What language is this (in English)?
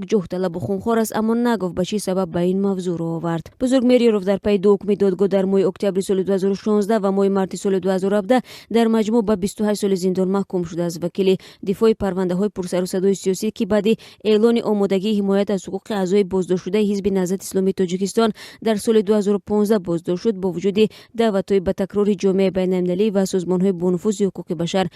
Tajik